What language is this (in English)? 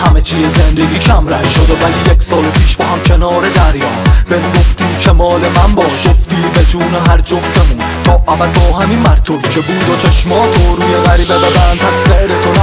Persian